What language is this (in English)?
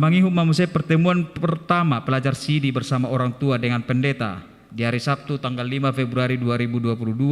Batak Toba